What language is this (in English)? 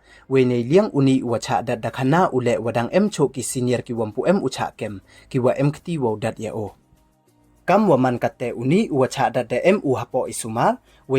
Pnar